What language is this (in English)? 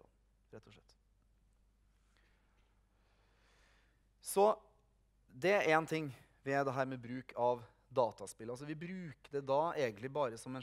Norwegian